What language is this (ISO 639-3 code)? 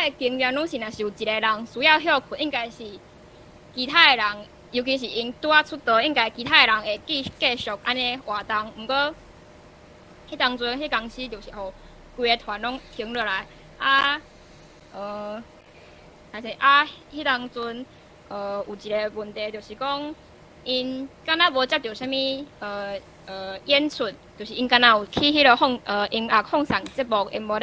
nan